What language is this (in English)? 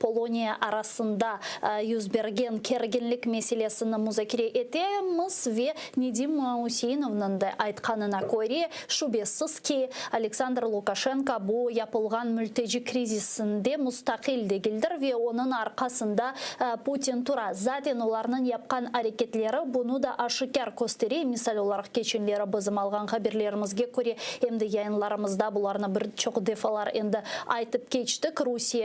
Crimean Tatar